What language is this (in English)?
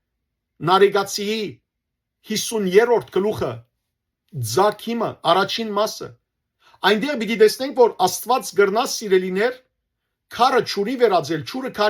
Western Armenian